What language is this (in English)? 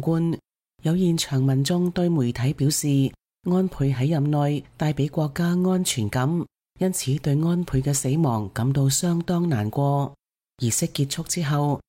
Cantonese